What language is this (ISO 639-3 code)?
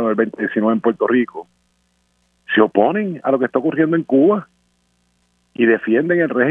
spa